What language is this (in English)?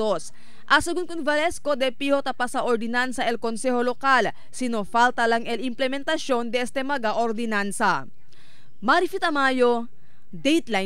Chavacano